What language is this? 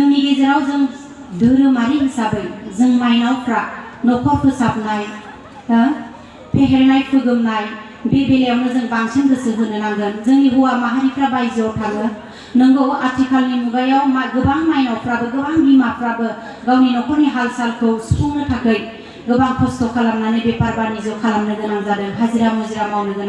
Bodo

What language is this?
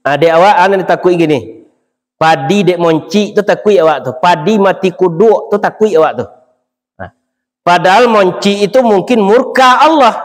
Minangkabau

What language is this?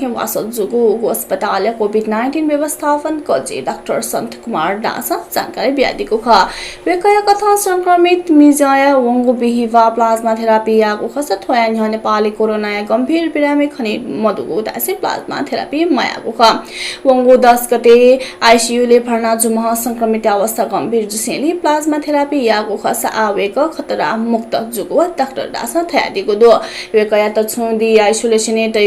Newari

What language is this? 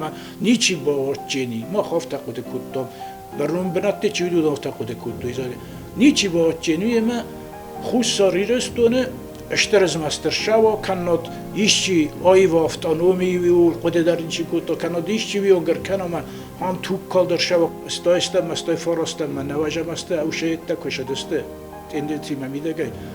Ossetic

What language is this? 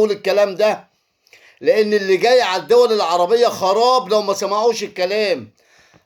Egyptian Arabic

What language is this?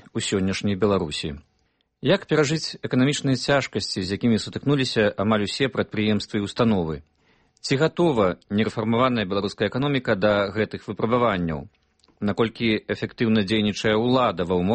Belarusian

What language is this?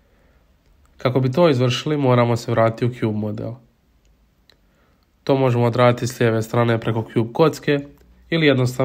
Croatian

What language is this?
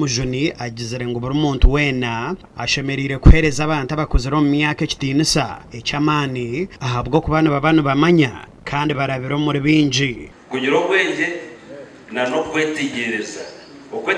Nyankole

